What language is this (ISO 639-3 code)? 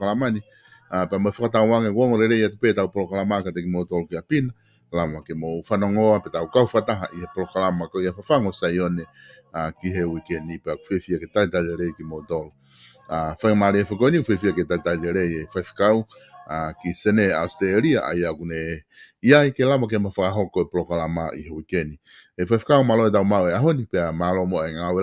ton